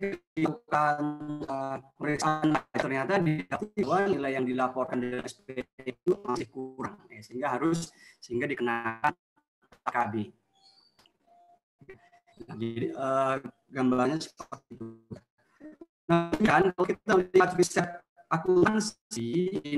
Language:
Indonesian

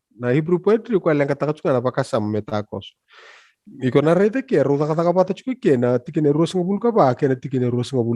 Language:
Fijian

